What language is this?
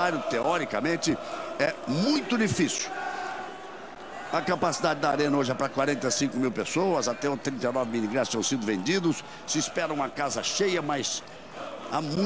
Portuguese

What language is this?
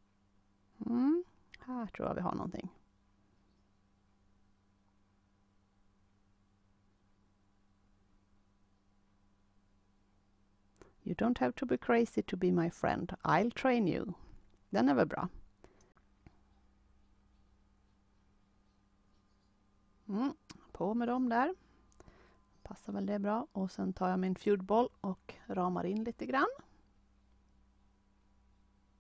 Swedish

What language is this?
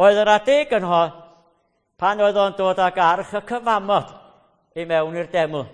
Welsh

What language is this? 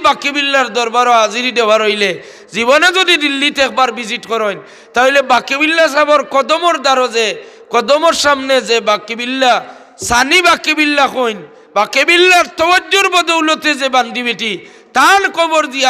Sylheti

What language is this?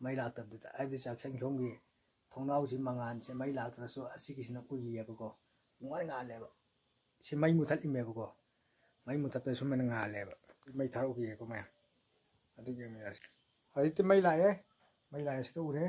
Manipuri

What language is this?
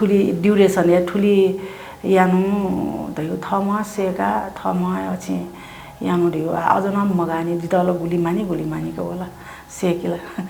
Newari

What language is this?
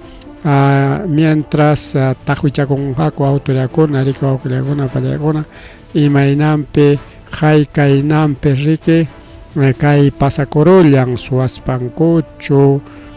Ayacucho Quechua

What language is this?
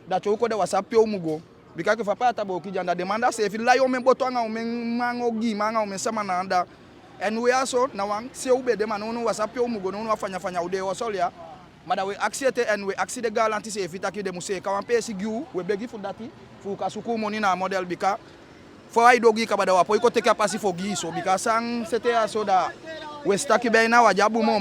Eastern Maroon Creole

